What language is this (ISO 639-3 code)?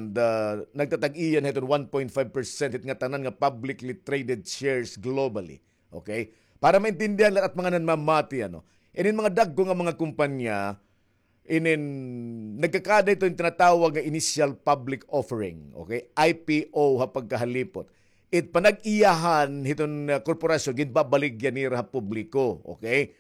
war